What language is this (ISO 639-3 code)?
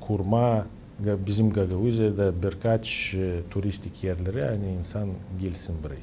gag